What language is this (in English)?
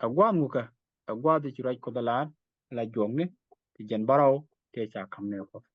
Nuer